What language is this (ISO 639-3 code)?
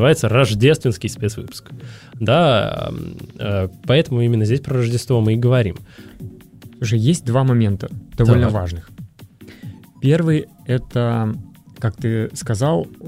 rus